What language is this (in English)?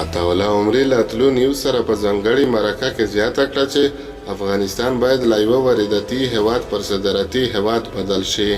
Pashto